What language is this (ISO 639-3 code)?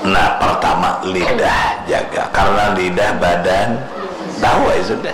bjn